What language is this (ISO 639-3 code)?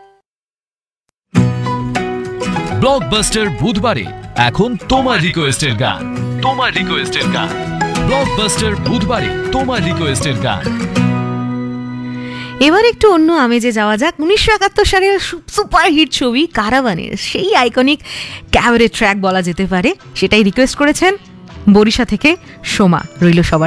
ben